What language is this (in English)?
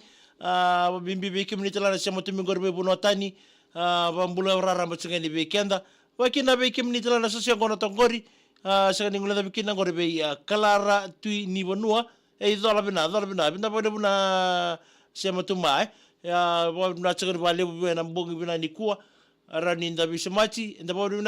Fijian